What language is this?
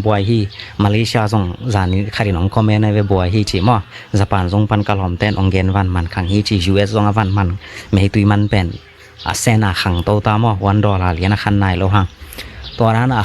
Tedim Chin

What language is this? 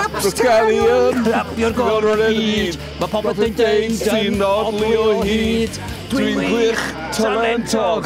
Welsh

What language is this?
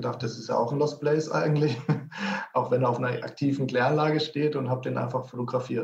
German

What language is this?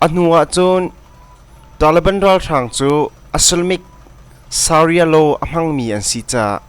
Hakha Chin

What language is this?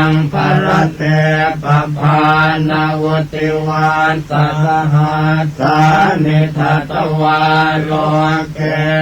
Pali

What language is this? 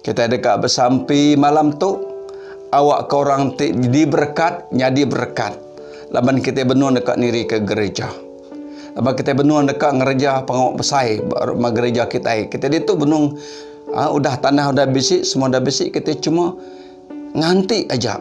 Iban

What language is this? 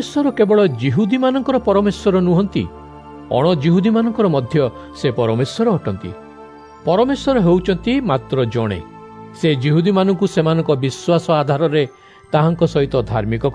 Odia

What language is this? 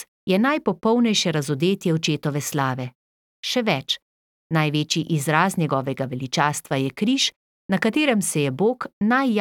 Slovenian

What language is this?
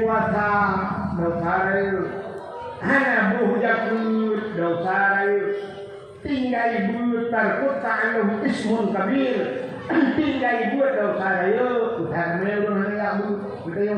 Achinese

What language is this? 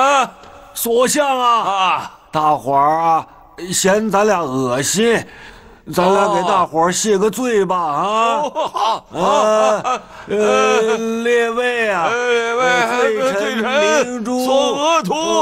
Chinese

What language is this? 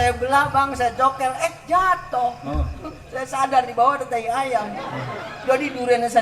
Betawi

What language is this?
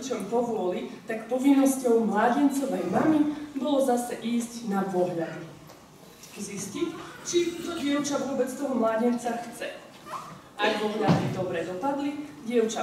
Slovak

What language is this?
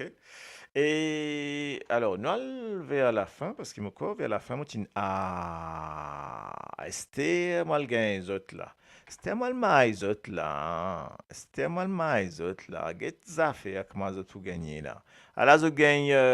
Morisyen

